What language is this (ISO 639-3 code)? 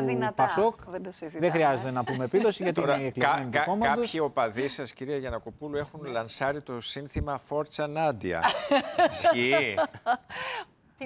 ell